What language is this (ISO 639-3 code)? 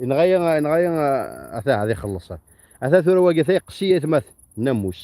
kab